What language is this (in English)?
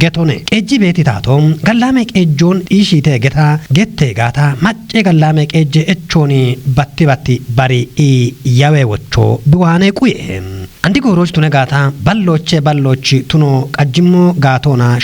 Kafa